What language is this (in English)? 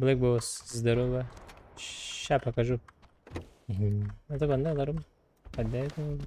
Yakut